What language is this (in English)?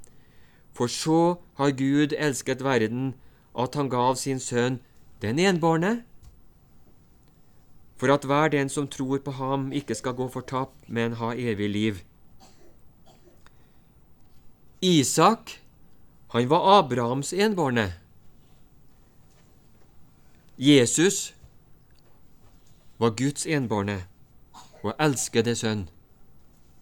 Norwegian